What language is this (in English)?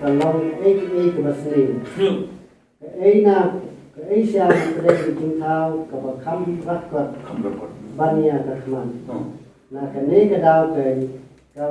Khasi